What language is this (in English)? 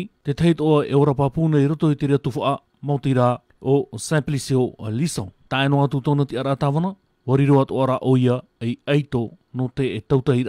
Tahitian